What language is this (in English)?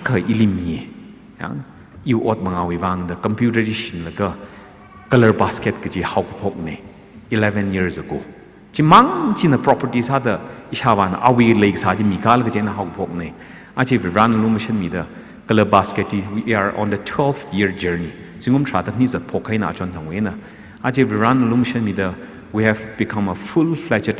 Tangkhul Naga (India)